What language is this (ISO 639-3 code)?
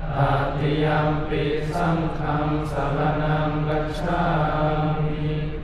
pli